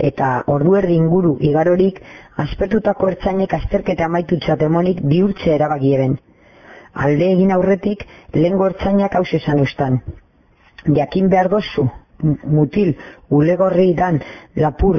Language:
Basque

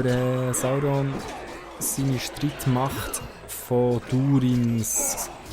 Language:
Swiss German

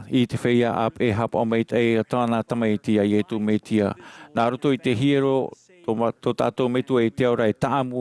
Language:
Tahitian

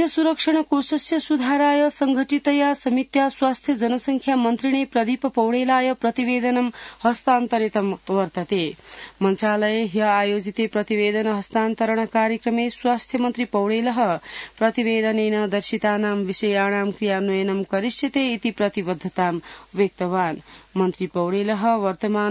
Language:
Sanskrit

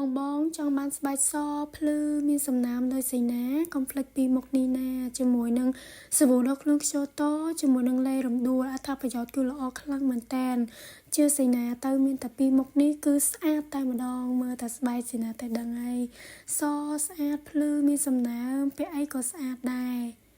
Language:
Khmer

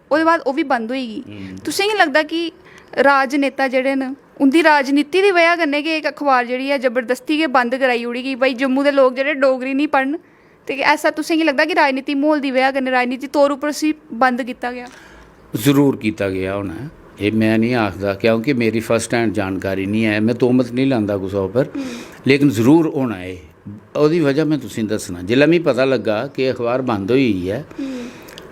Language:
Dogri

